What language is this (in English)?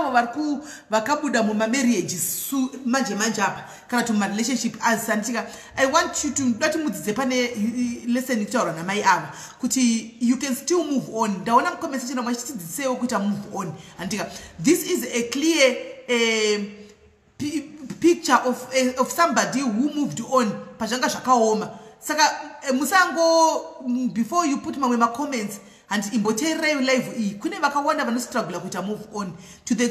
Shona